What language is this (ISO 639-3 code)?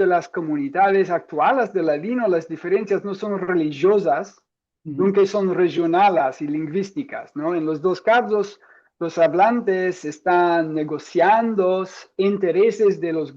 lad